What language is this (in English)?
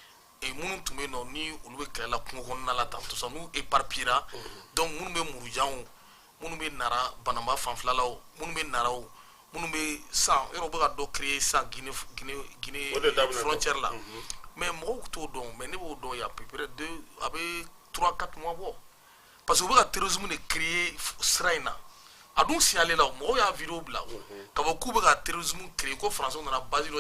Bambara